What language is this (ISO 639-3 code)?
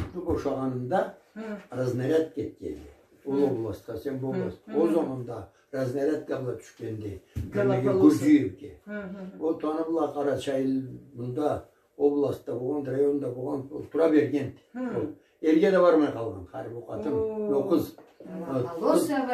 krc